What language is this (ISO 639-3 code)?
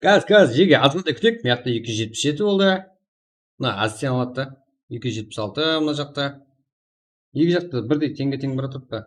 kaa